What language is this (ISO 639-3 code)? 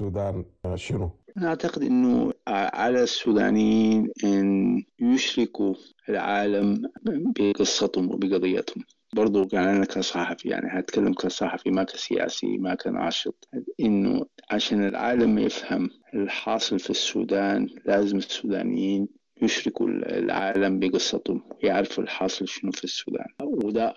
apd